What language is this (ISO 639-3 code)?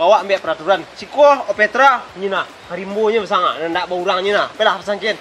min